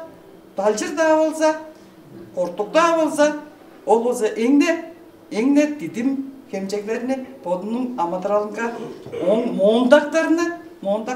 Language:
Tuvinian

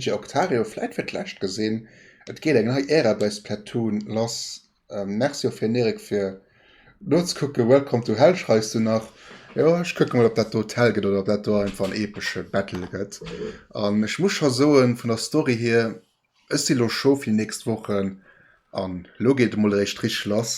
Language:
Luxembourgish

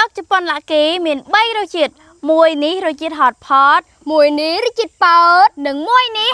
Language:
Khmer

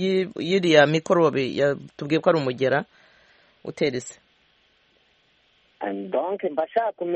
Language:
Kinyarwanda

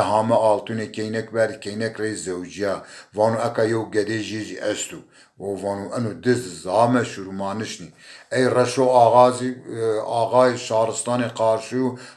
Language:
Zaza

